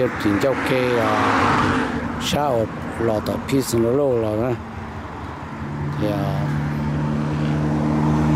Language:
Vietnamese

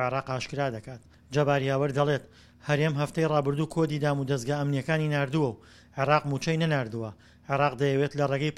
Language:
Central Kurdish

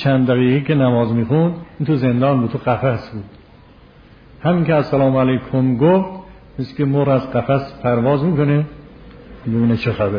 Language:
Persian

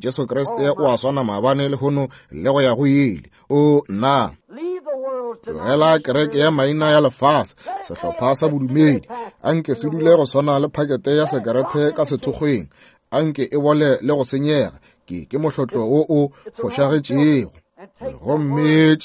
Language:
Northern Sotho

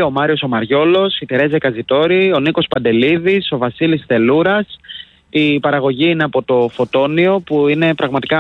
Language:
Greek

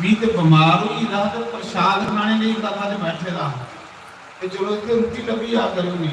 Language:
Dogri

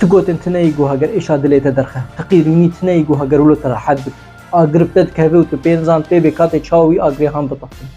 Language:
Kurdish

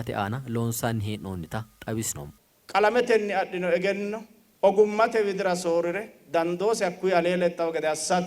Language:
Sidamo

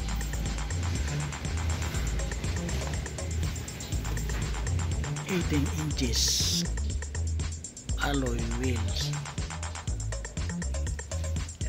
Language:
Filipino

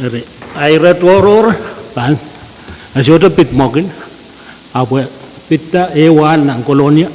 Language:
Pohnpeian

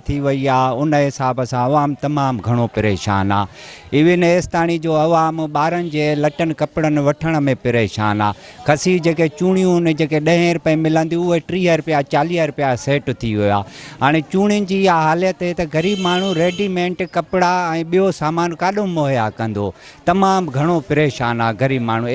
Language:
Sindhi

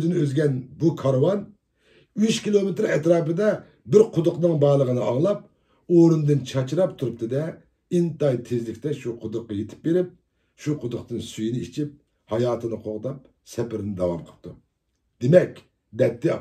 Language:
Uyghur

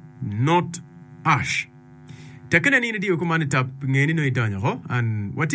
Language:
Acoli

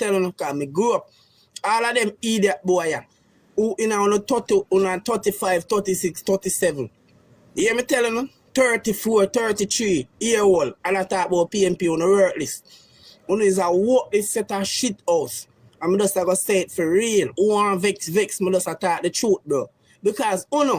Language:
Jamaican Creole English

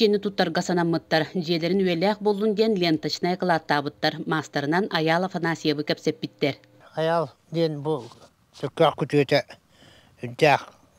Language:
Yakut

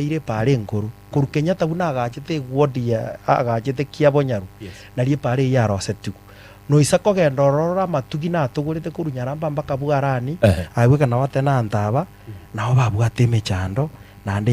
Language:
Gusii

